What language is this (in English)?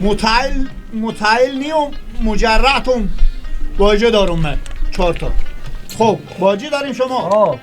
Persian